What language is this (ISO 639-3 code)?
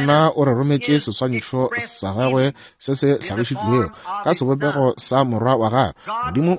nso